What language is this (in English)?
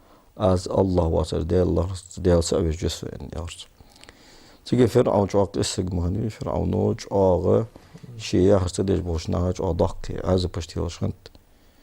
Ingush